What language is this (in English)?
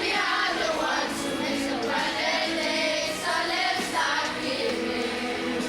Kalaallisut